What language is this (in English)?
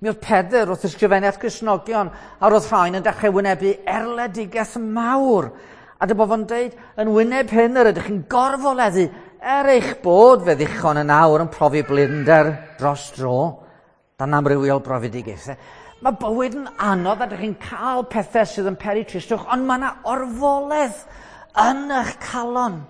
Welsh